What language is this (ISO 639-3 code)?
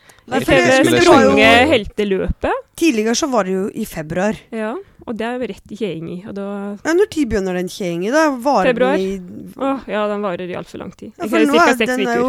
nor